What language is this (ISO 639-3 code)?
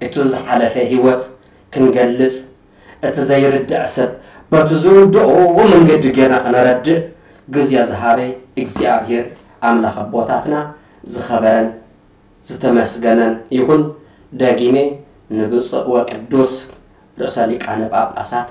tir